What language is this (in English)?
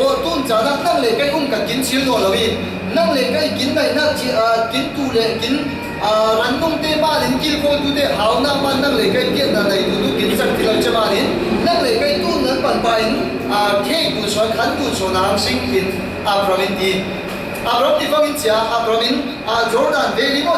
Falam Chin